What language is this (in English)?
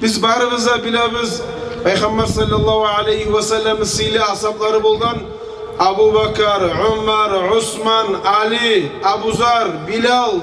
Kumyk